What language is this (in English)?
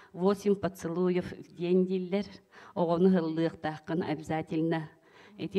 Yakut